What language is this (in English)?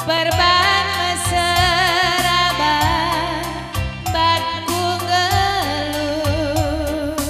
Batak Karo